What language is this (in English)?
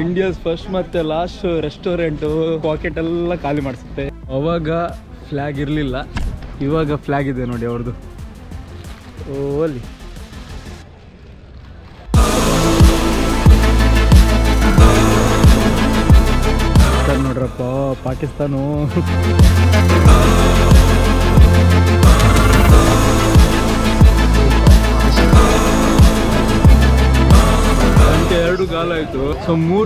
Kannada